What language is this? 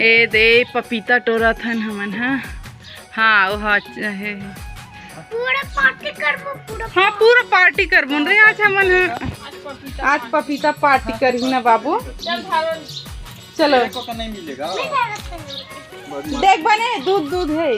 Chhattisgarhi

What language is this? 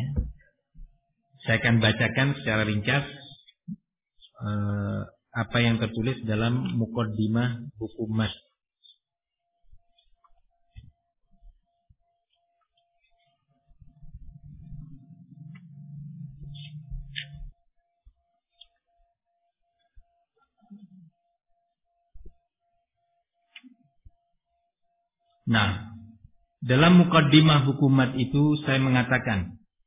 Indonesian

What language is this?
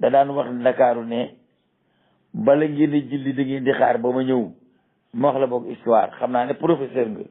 Wolof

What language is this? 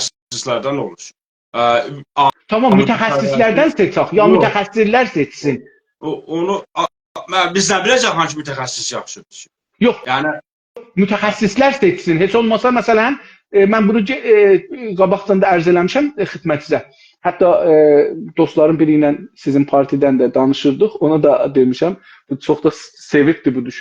South Azerbaijani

